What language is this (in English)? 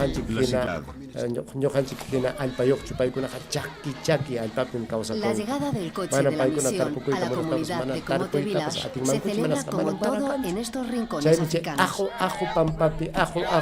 Ayacucho Quechua